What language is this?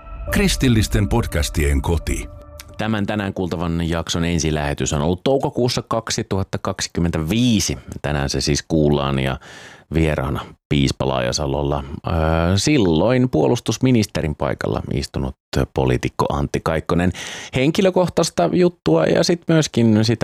Finnish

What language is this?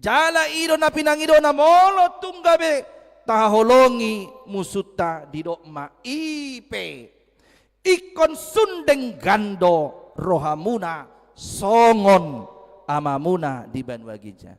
Batak Toba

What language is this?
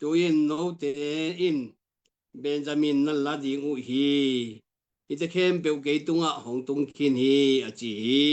Tedim Chin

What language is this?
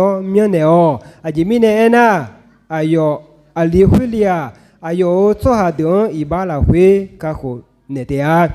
Akha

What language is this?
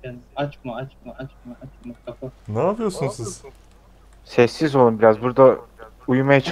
Turkish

